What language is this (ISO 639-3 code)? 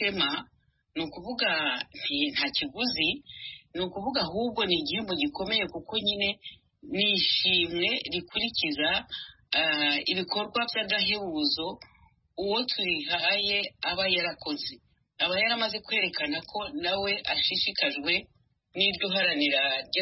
kin